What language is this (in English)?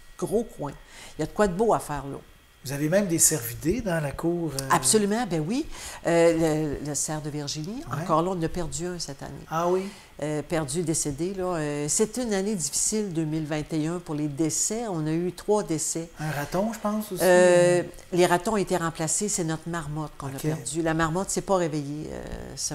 French